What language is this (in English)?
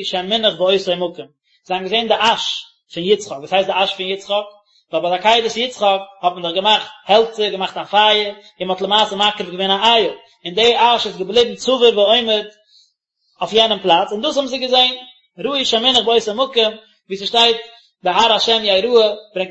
Yiddish